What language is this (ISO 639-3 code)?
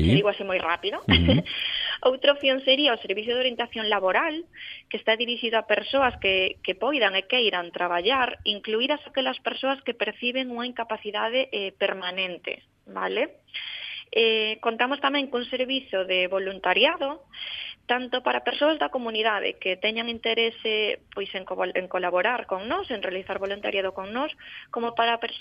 glg